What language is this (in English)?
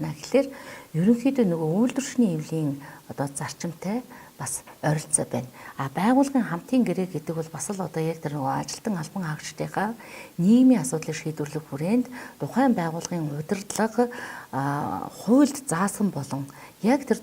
Mongolian